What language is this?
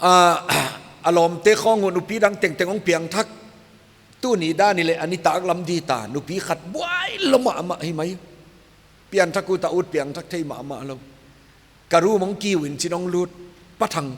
Paite Chin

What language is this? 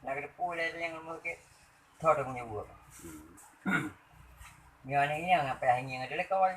Achinese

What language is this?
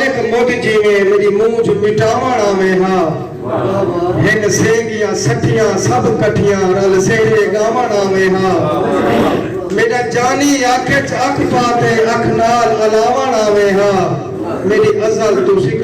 Saraiki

